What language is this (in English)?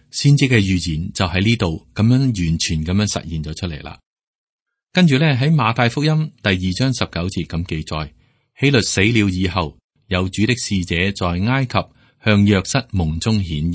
Cantonese